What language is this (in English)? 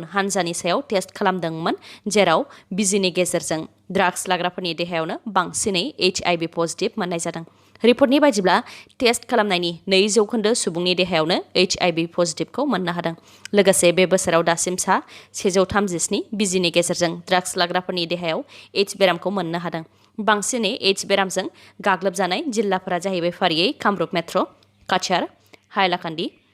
Bodo